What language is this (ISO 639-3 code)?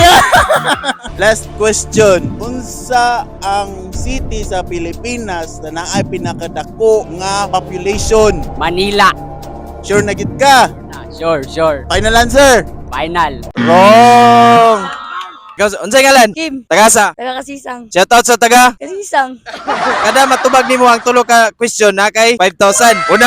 ceb